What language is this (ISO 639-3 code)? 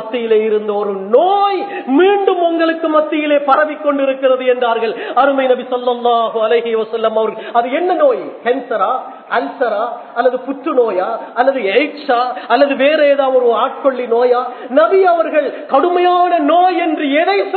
tam